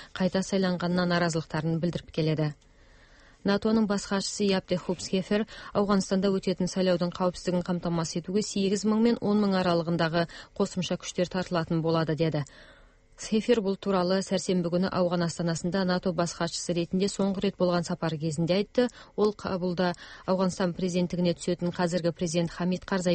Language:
Kazakh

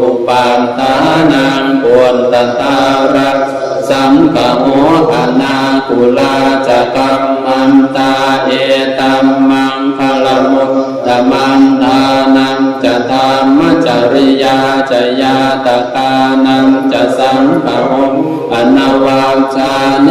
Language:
Pali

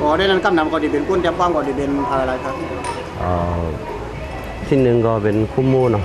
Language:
Shan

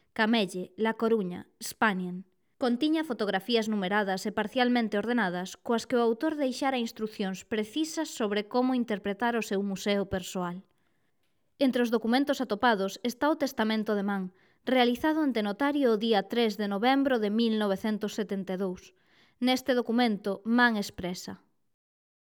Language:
Galician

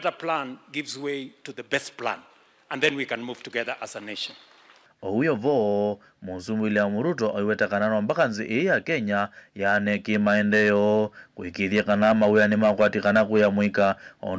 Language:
Kamba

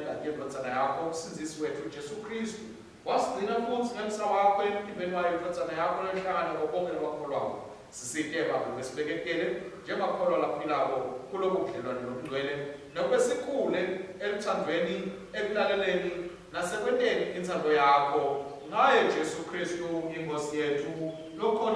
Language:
Swati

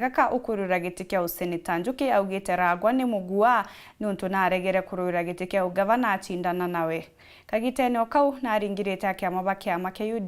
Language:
Meru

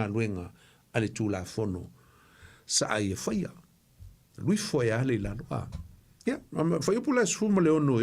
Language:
Samoan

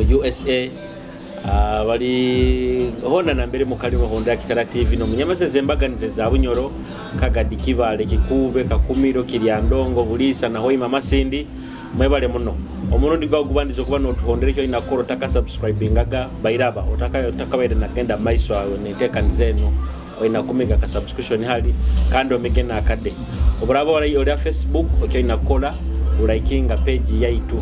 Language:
Nyoro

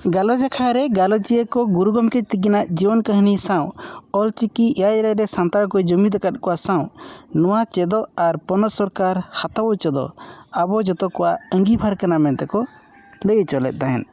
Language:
Santali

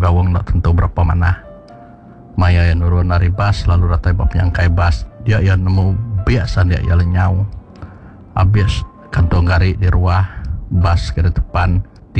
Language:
Iban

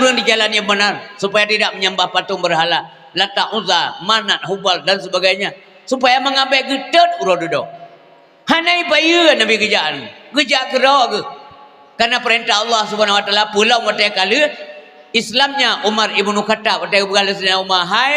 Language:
Achinese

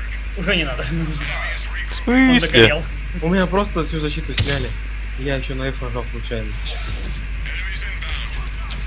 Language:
Russian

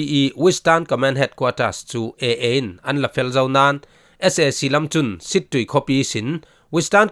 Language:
Falam Chin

